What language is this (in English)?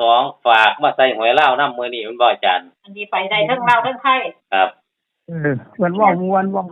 Northeastern Thai